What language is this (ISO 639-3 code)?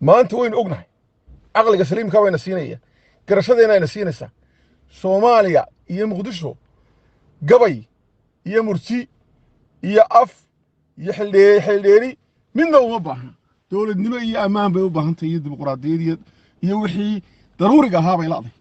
som